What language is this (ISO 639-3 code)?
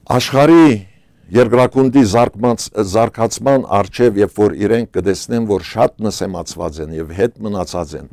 hyw